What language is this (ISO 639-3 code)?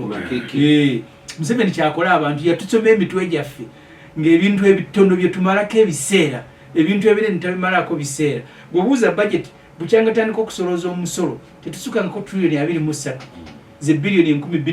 lug